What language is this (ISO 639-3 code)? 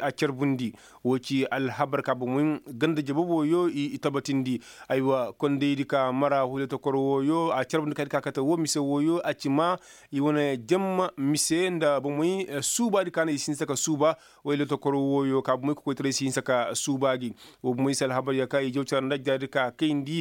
ses